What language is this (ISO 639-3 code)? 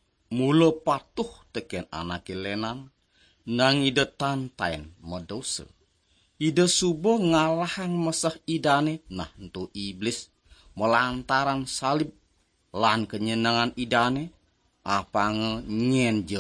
ban